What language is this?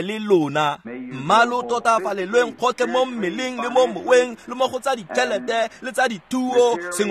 Tswana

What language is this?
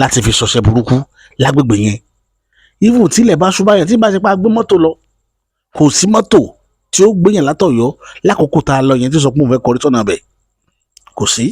Yoruba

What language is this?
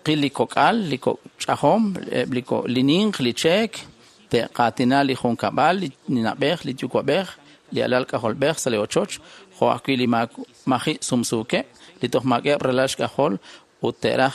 Kekchí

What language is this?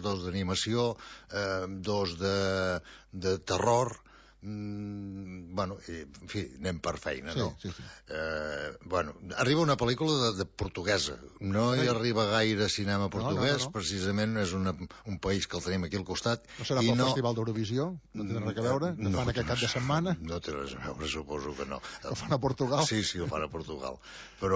Catalan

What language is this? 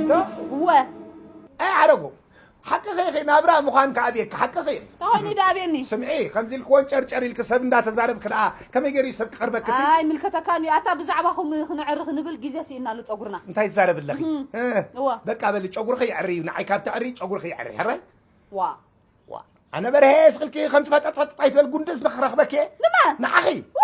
Tigrinya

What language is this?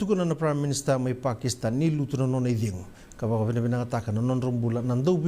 Fijian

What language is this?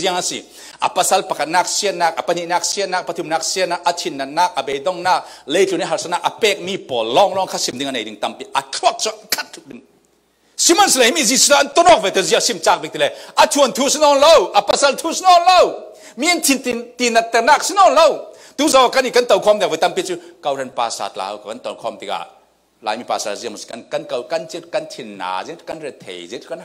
Falam Chin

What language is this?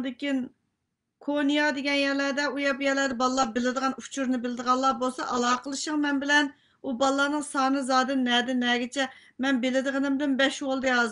Uyghur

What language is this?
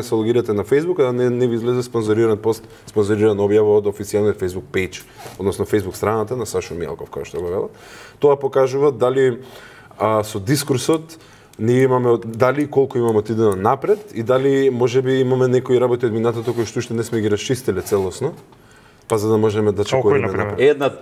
Macedonian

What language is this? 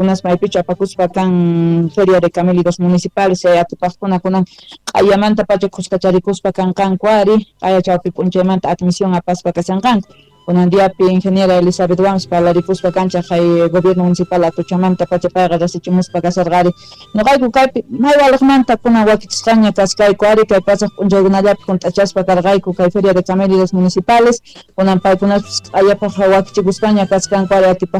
Quechua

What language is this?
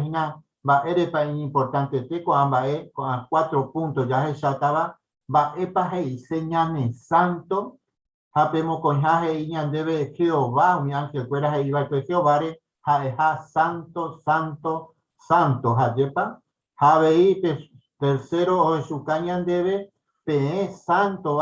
Guarani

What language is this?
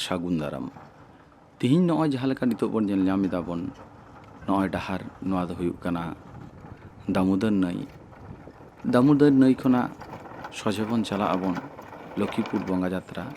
Santali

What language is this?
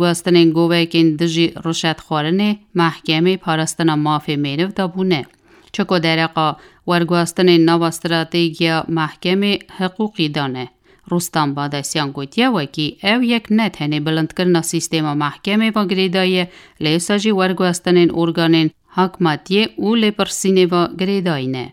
Kurdish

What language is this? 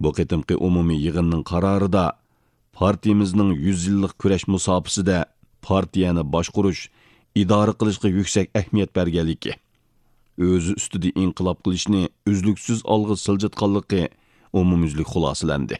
Uyghur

